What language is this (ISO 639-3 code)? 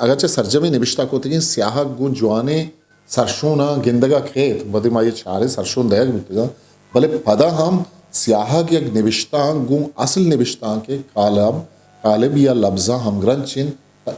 bgp